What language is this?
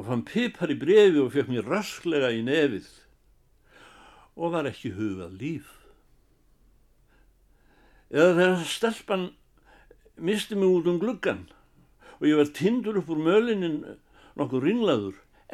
Icelandic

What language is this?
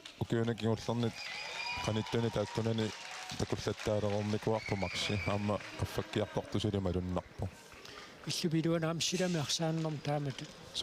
Kalaallisut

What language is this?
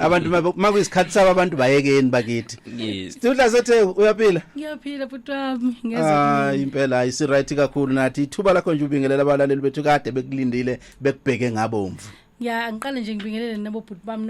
Zulu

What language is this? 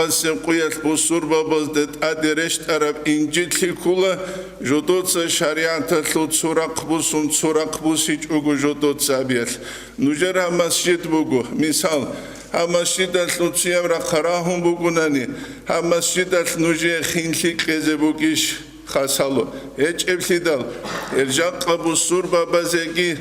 Avaric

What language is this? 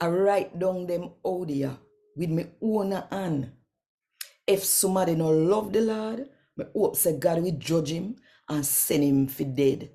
Jamaican Creole English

